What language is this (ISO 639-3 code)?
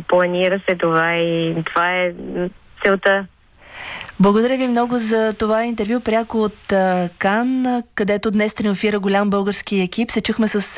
bul